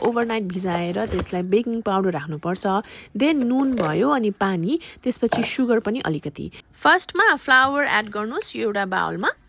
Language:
Nepali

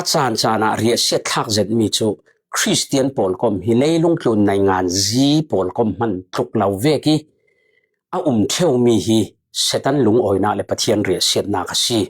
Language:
Falam Chin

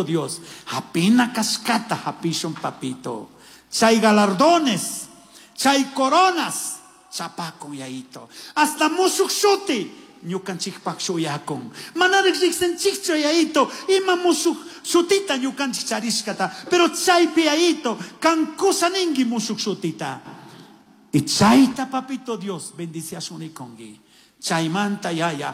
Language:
Chimborazo Highland Quichua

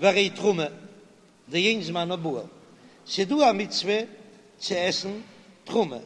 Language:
Yiddish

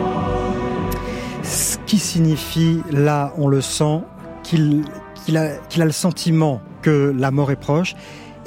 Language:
French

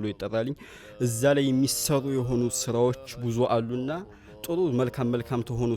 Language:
Amharic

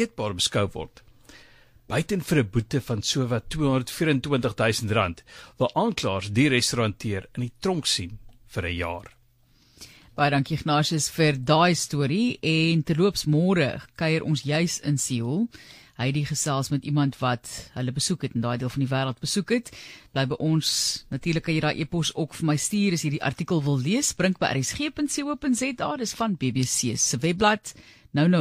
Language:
Afrikaans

